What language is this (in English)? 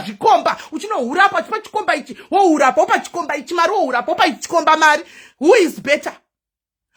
Shona